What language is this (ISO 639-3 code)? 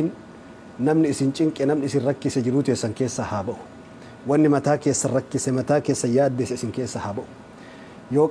orm